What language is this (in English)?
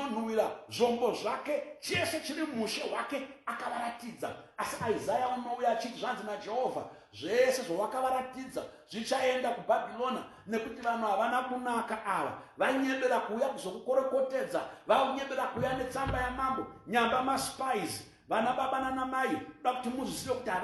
Shona